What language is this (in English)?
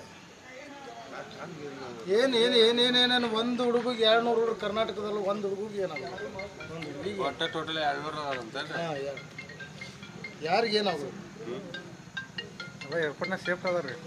Kannada